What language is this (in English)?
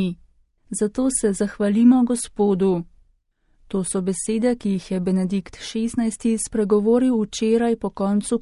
Slovenian